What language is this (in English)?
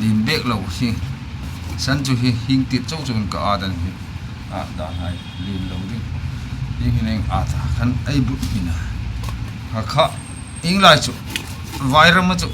Hmar